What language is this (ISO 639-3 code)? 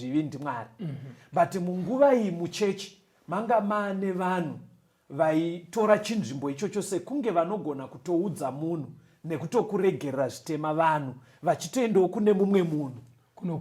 sna